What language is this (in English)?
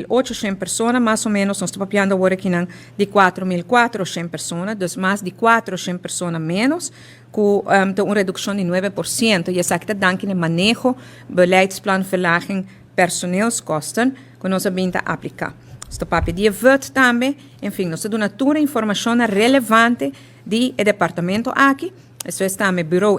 Papiamento